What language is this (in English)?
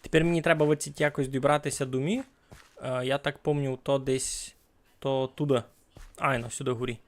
Rusyn